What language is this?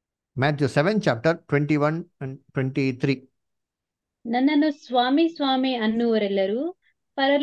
Kannada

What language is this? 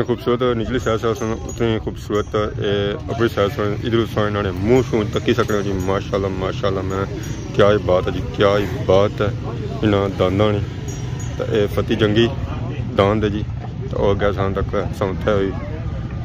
Pahari-Potwari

